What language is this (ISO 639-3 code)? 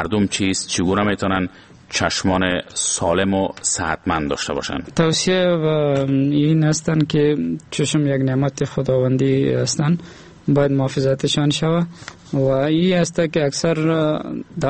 fas